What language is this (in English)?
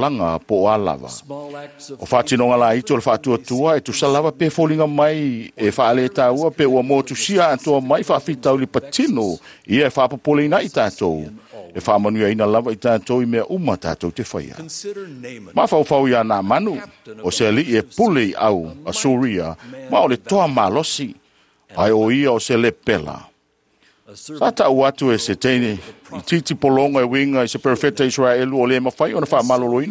Samoan